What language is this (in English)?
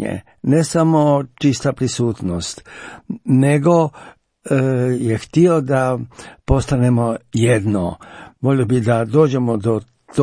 Croatian